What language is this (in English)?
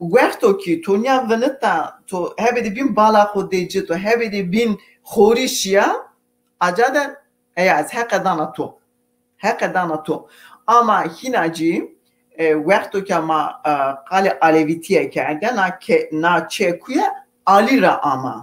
Zaza